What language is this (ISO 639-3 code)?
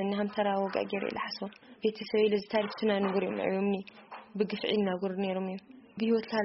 tir